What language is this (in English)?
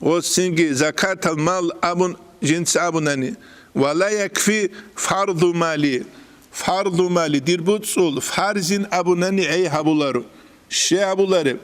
Avaric